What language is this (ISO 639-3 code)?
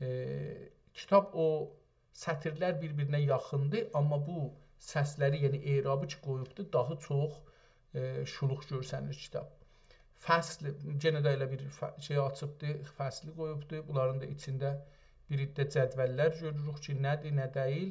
azb